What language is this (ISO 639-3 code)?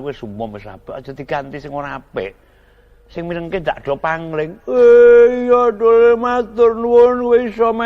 jav